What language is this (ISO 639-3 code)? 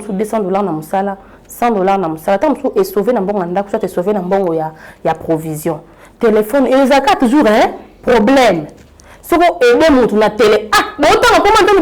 lin